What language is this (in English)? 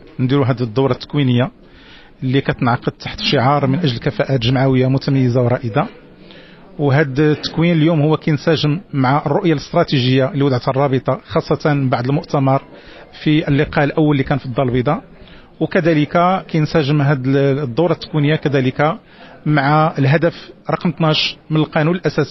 Moroccan Arabic